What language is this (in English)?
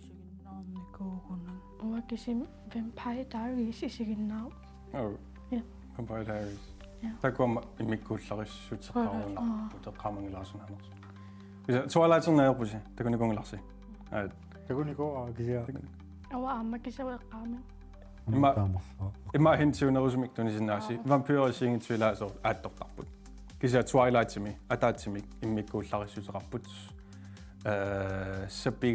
Kalaallisut